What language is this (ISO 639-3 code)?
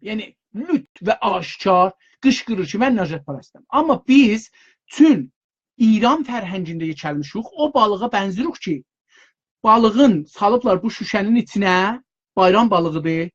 azb